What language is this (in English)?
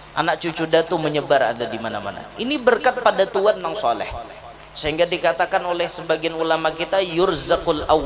Banjar